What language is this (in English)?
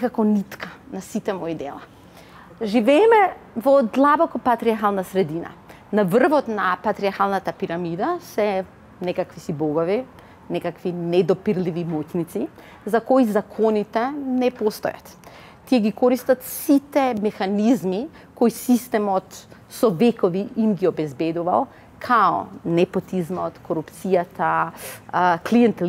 Macedonian